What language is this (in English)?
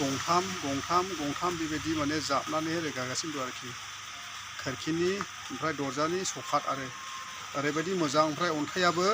Bodo